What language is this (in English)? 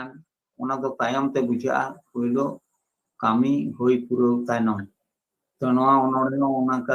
Santali